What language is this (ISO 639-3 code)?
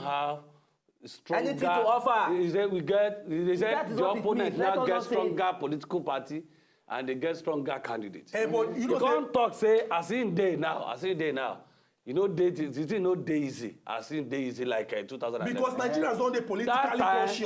pcm